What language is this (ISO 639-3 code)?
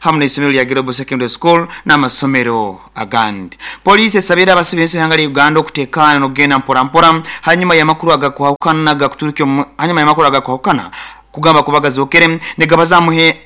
nyo